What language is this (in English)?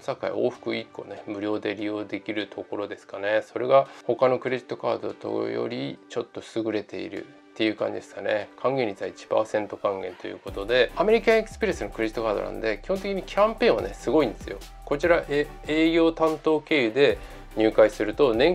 Japanese